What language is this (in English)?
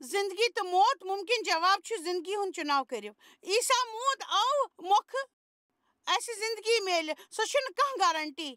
Kashmiri